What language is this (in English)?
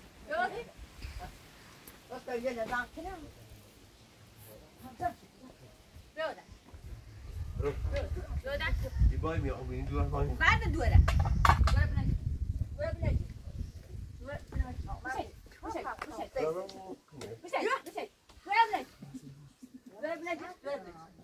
Persian